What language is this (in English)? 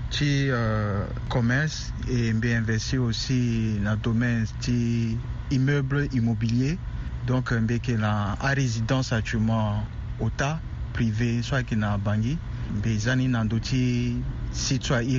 Sango